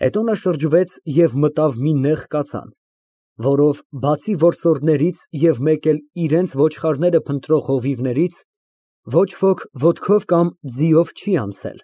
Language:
Armenian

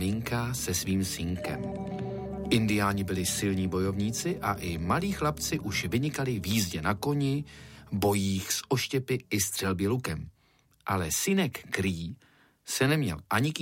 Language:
Czech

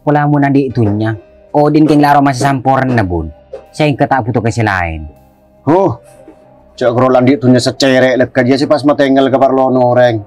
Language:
Madurese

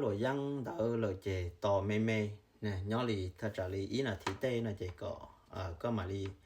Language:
Hmong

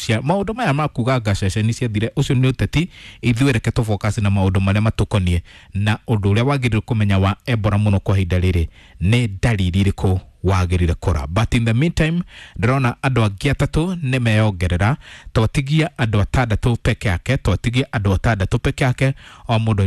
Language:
Kikuyu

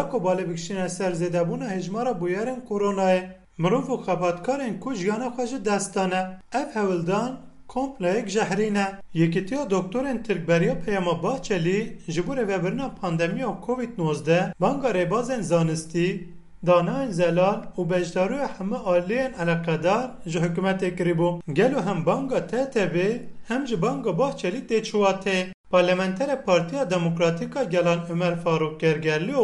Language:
Kurdish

